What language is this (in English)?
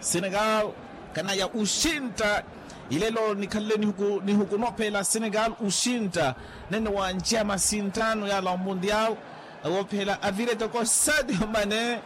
Makhuwa